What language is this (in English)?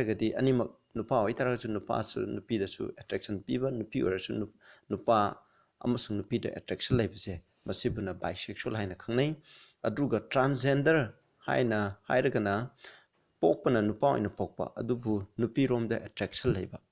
Manipuri